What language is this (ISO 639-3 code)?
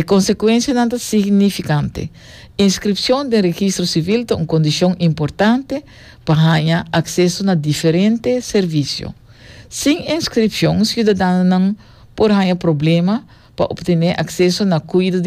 pap